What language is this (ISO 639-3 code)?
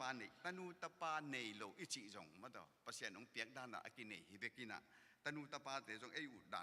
ctd